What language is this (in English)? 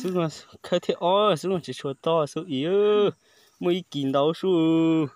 Hmong